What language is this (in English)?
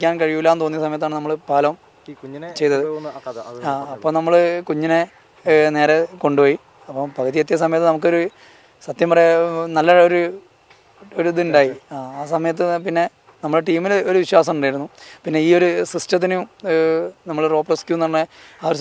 Malayalam